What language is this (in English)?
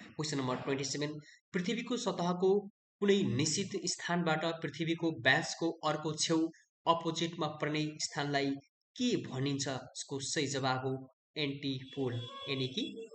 Nepali